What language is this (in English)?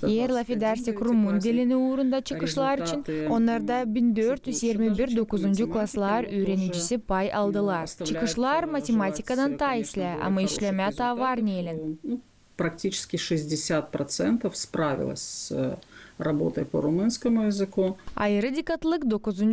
Gagauz